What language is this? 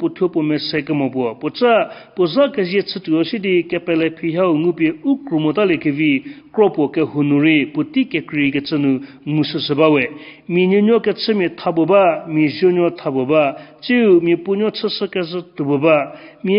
Angami Naga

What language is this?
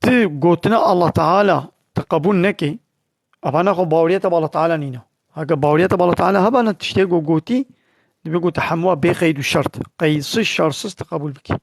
Kurdish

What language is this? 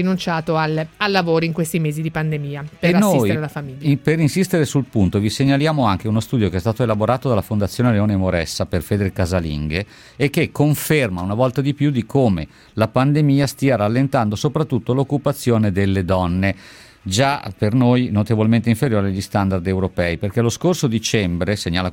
Italian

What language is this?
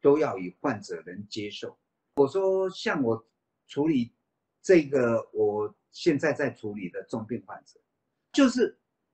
Chinese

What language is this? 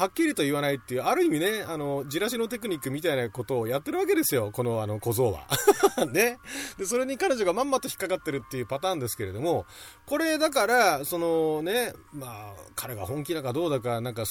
Japanese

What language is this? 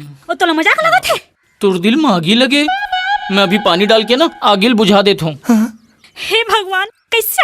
Chhattisgarhi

